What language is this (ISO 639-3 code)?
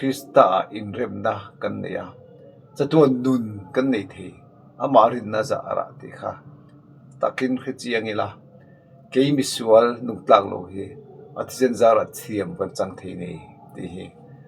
lus